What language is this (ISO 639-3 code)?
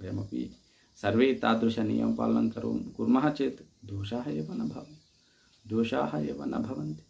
san